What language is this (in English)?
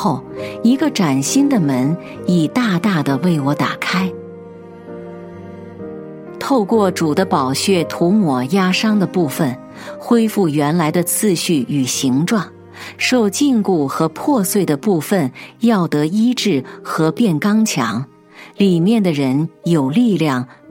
Chinese